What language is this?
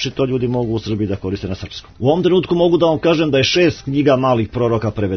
Serbian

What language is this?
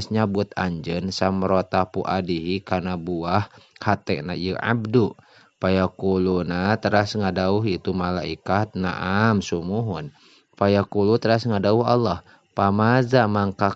Sundanese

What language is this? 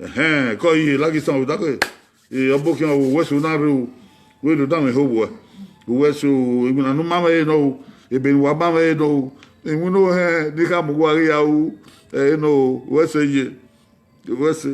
Bini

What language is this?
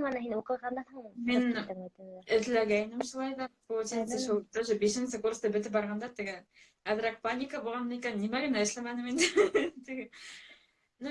Bashkir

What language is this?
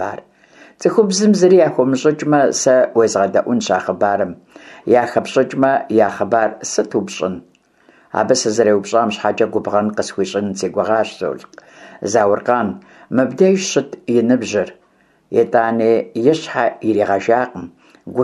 Kabardian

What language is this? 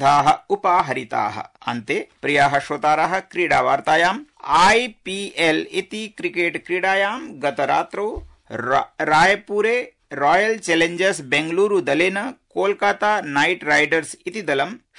Sanskrit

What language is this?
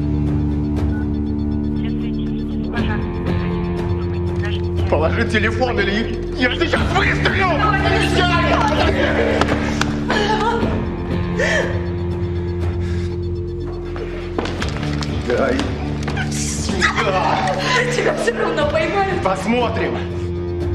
Russian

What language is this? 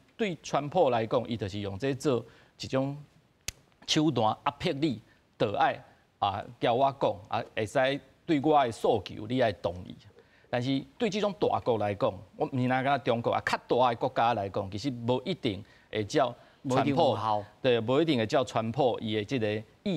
Min Nan Chinese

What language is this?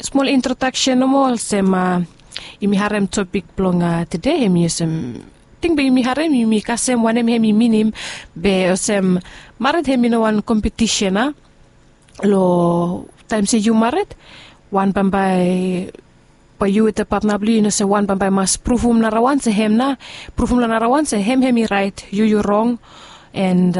Bislama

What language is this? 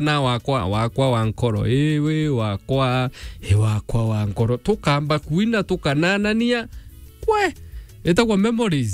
Meru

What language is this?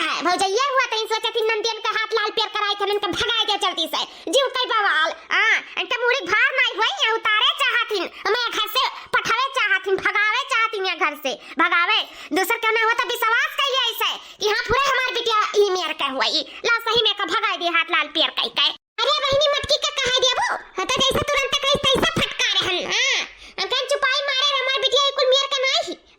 Awadhi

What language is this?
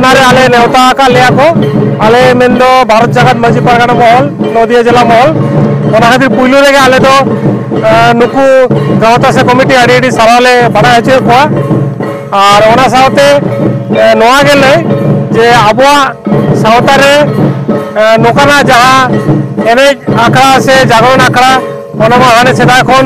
Santali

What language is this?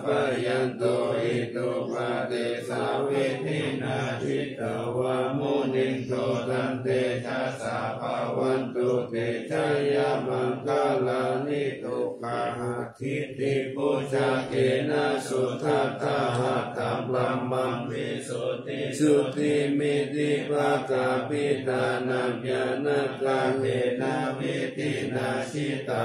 Pali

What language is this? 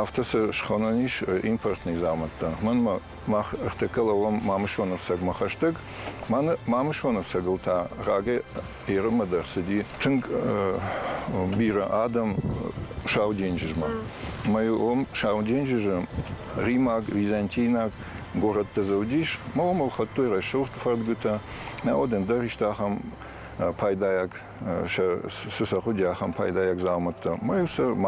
Ossetic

